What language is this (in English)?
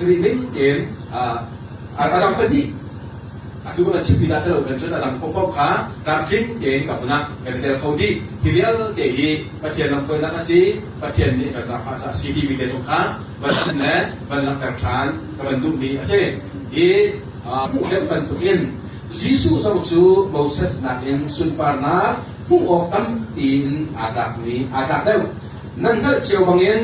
Hakha Chin